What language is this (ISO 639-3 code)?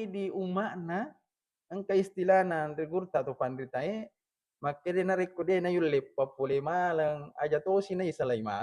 bug